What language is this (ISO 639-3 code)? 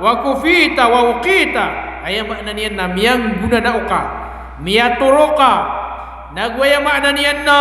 mrw